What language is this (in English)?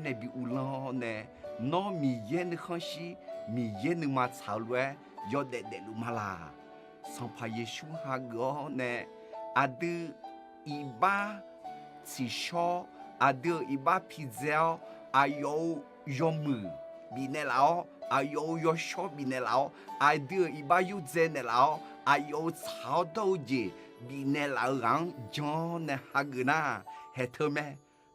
Akha